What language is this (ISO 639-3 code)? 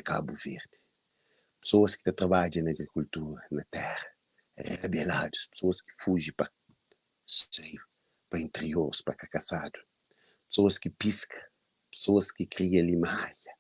kea